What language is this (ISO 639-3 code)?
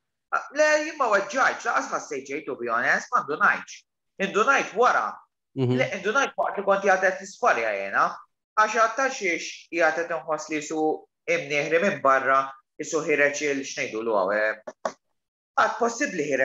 mlt